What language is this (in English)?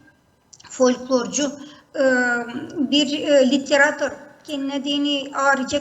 Gagauz